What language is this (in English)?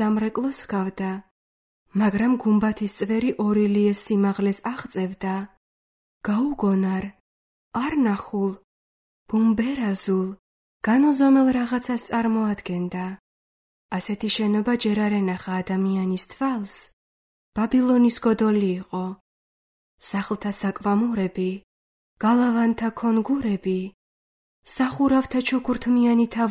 Georgian